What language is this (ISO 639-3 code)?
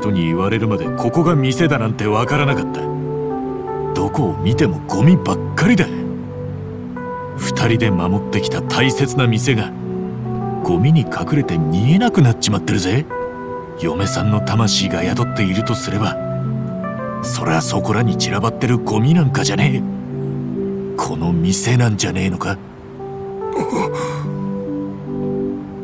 jpn